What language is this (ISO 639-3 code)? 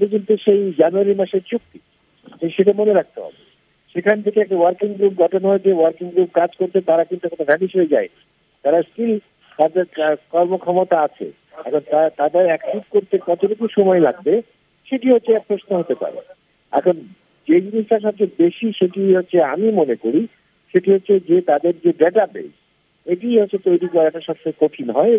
ben